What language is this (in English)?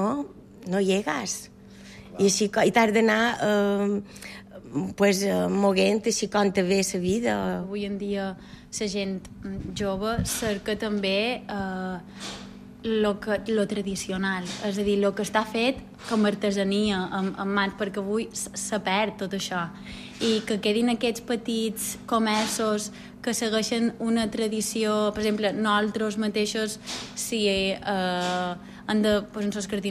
Catalan